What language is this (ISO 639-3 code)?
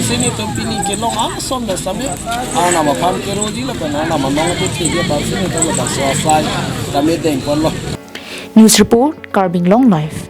mjw